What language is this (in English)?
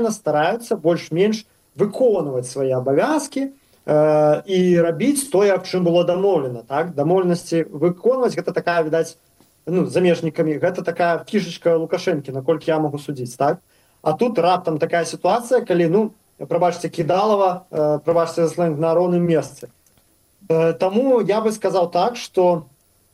Belarusian